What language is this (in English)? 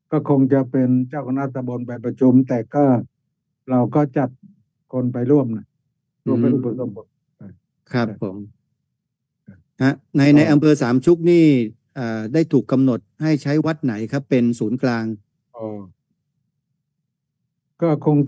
Thai